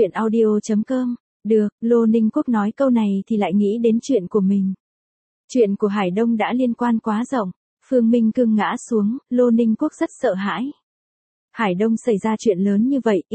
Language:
Vietnamese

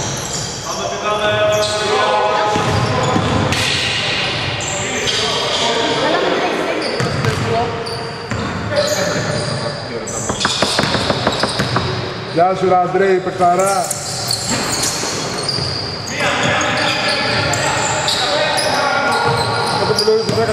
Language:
Greek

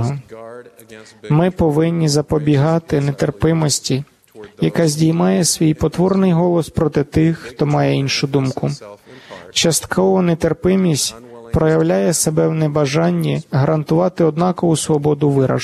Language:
Ukrainian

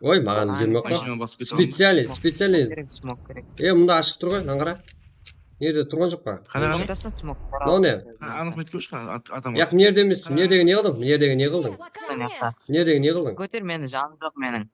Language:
Kara-Kalpak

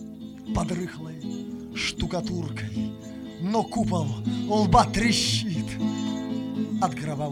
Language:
Russian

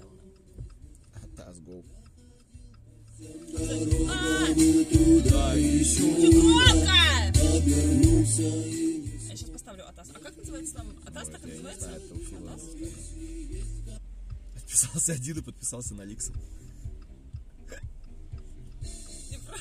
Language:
Russian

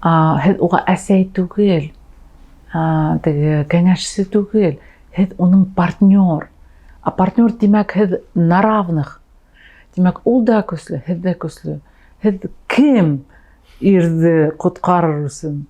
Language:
Bashkir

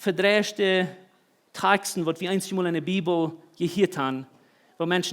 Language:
Plautdietsch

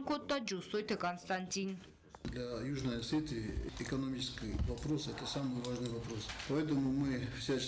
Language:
Ossetic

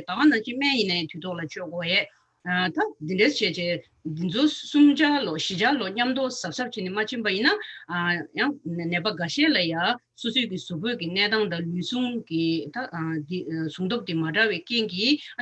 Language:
Tibetan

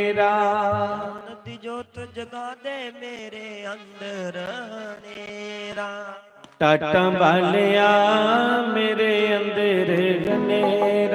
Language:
Dogri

